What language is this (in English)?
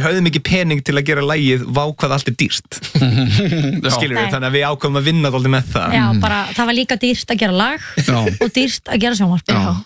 Icelandic